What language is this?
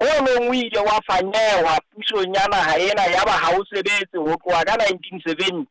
Southern Sotho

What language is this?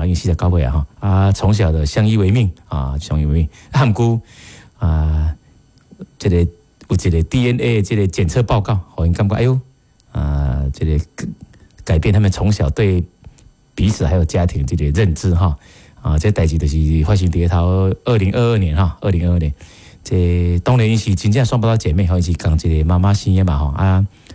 Min Nan Chinese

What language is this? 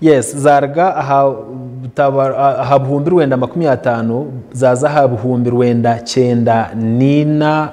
Nyankole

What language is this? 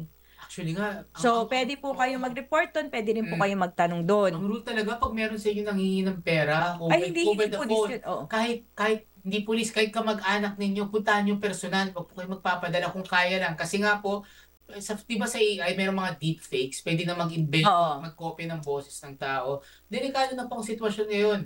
Filipino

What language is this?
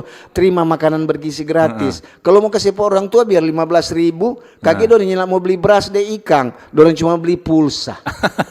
Manado Malay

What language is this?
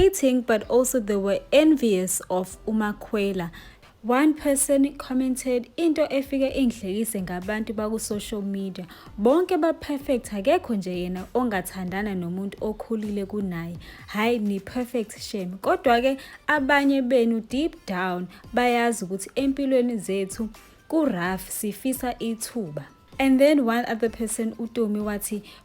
Zulu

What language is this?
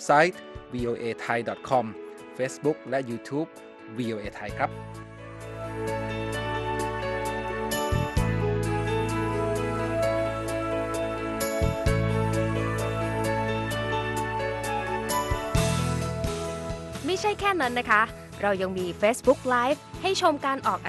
Thai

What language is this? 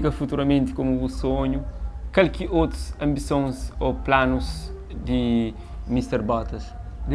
Kabuverdianu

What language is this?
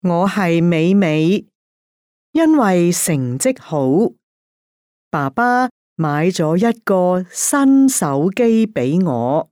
Cantonese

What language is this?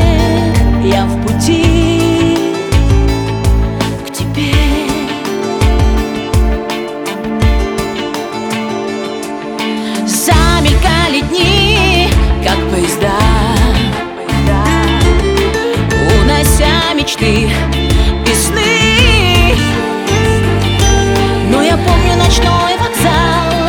Russian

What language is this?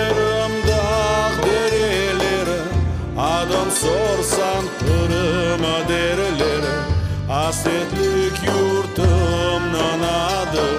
Crimean Tatar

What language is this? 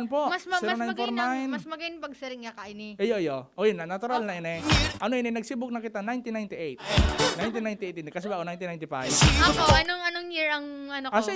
Bikol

